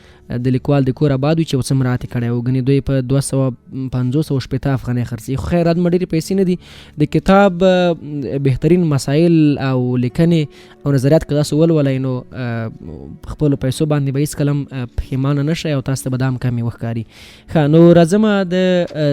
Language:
Pashto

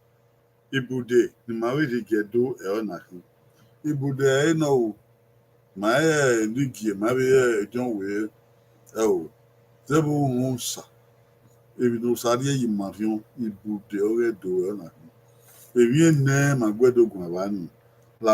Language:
Bini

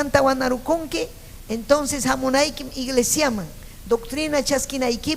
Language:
Ayacucho Quechua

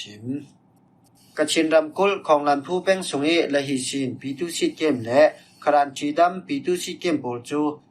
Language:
Falam Chin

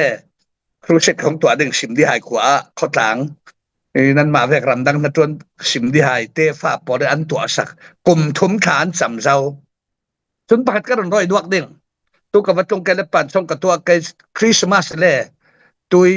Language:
Falam Chin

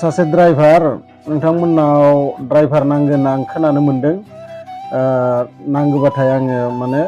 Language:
Bodo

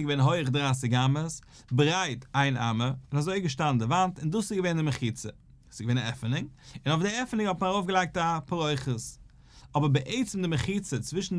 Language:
Yiddish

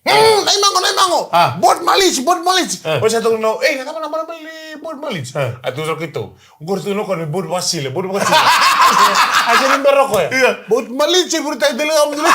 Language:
Fijian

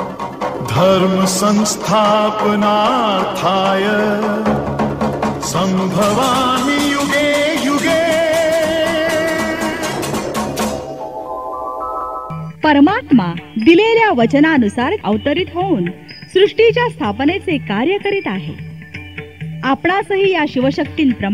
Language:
Marathi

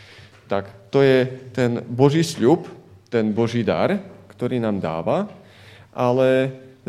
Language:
Slovak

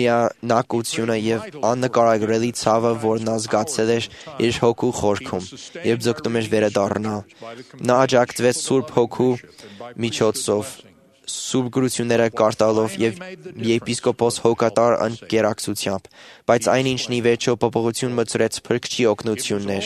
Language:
Armenian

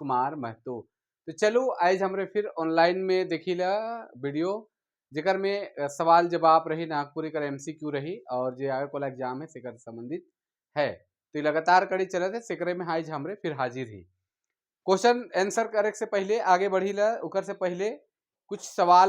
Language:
Sadri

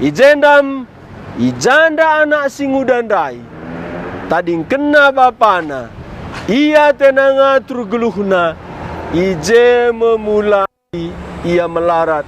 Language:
Batak Karo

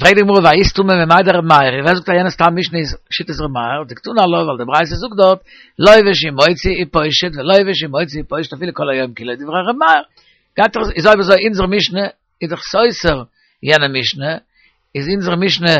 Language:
Yiddish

